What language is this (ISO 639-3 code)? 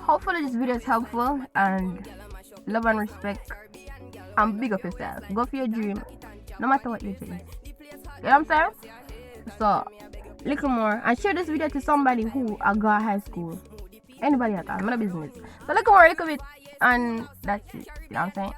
jam